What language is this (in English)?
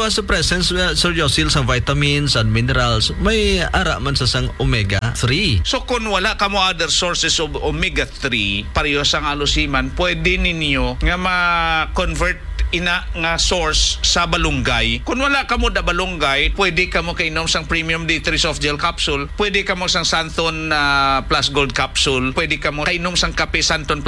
Hiligaynon